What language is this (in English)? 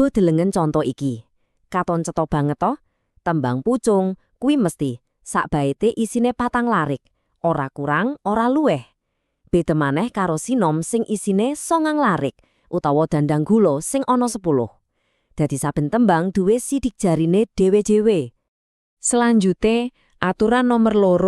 Javanese